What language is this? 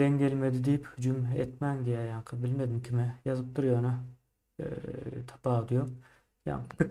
Turkmen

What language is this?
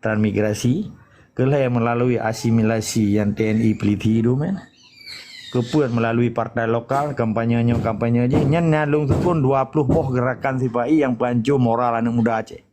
Achinese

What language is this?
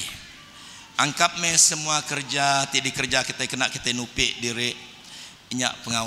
Iban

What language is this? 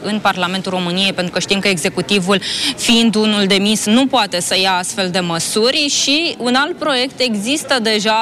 Romanian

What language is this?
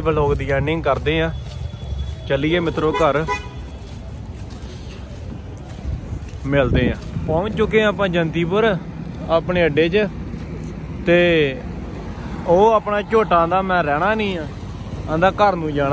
Punjabi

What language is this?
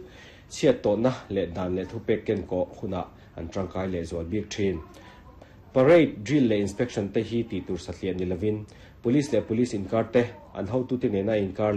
Mizo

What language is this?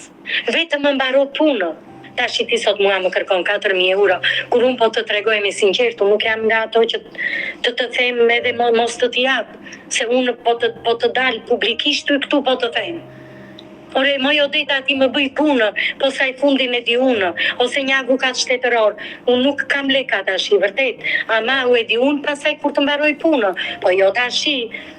Albanian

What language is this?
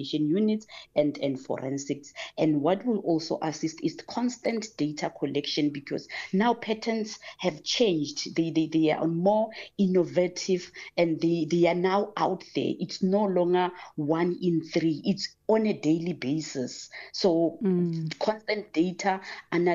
English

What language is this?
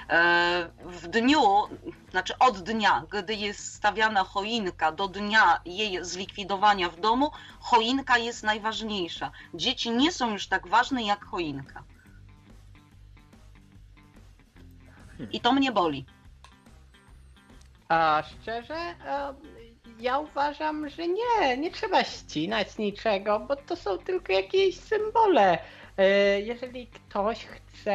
Polish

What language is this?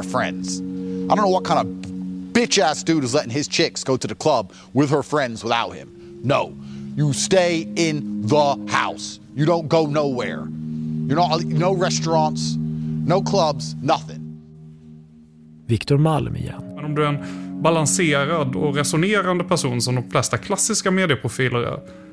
Swedish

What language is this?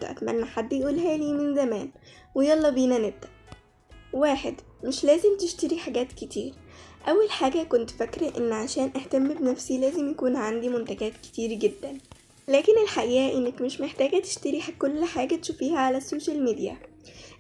Egyptian Arabic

